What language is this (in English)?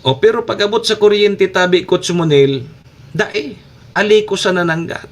Bikol